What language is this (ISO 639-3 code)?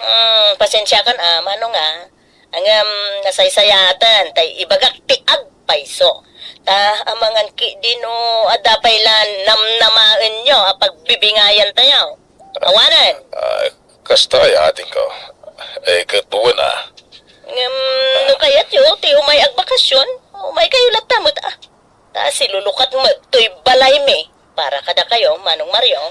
ilo